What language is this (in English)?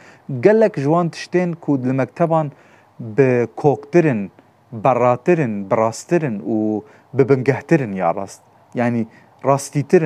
Kurdish